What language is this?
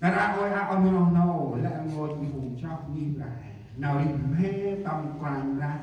Central Mnong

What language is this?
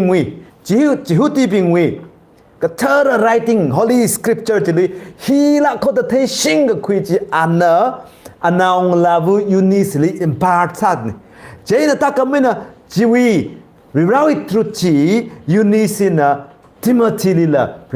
Tangkhul Naga (India)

